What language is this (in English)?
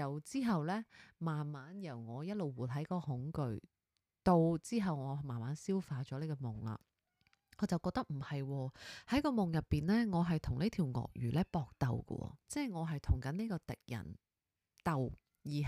Cantonese